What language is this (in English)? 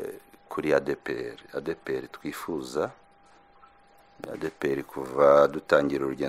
Kinyarwanda